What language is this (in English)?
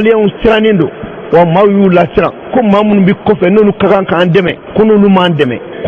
Bambara